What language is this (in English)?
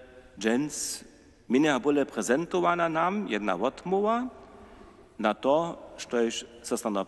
Upper Sorbian